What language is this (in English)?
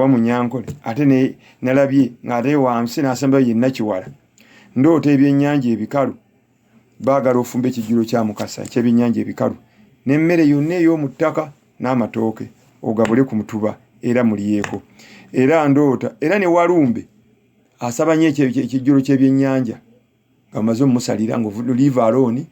Ganda